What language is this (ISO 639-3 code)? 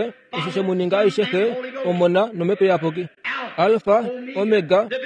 kua